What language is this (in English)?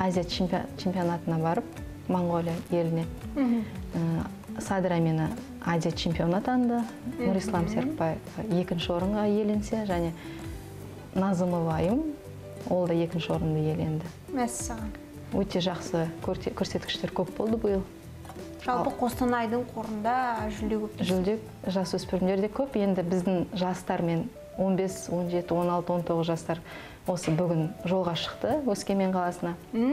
Kazakh